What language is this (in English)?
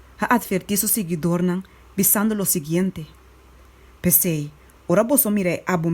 Papiamento